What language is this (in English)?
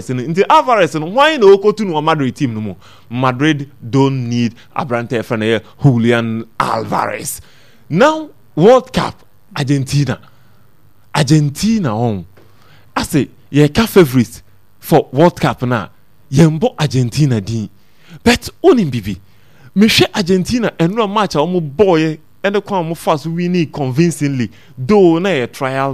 Akan